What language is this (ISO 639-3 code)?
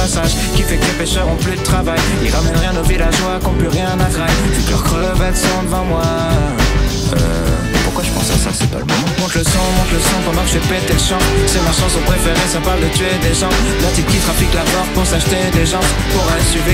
fra